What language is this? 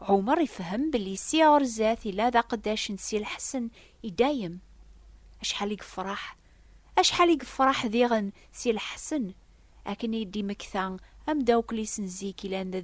Kabyle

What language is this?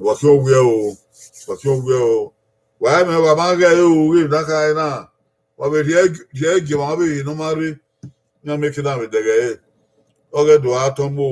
Bini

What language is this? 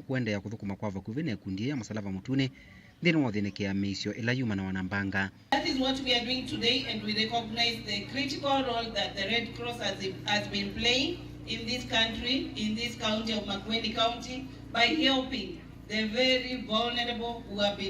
Kamba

